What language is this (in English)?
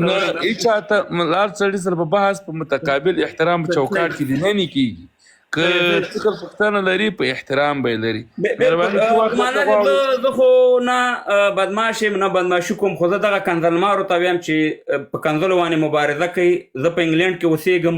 Pashto